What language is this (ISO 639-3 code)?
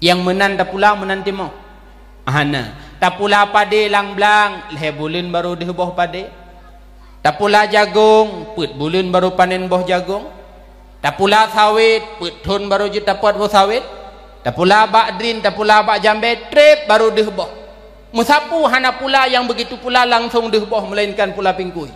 ace